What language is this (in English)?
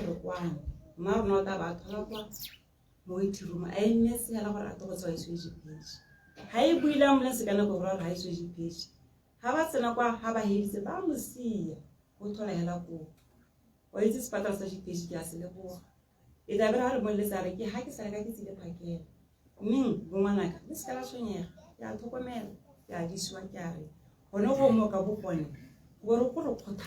Tswana